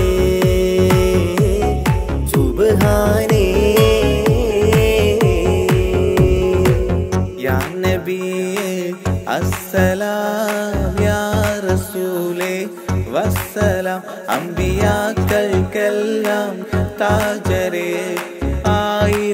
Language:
Malayalam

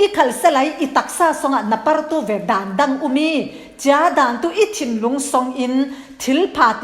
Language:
Falam Chin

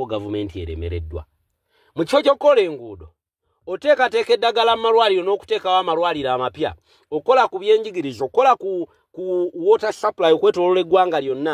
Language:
Ganda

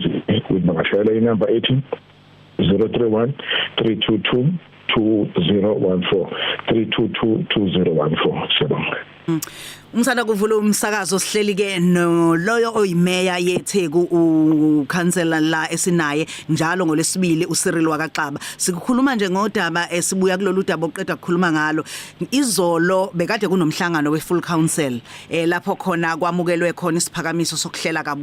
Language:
Zulu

